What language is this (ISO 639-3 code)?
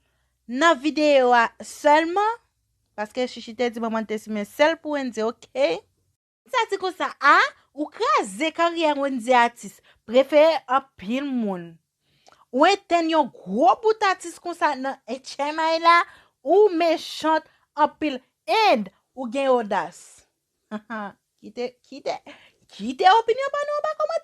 hat